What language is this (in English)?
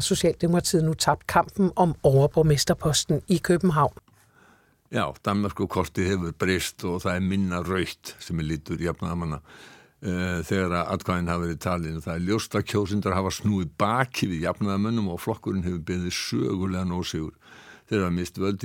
Icelandic